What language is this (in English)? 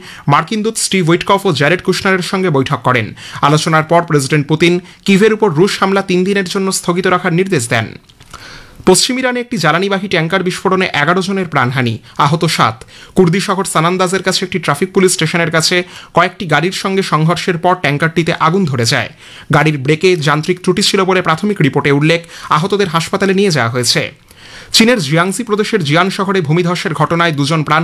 Bangla